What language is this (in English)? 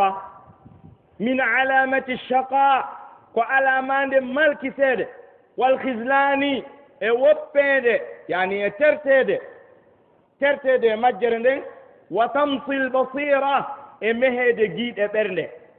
Fula